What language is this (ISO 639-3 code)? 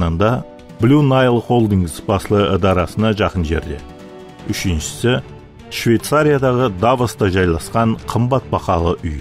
kaa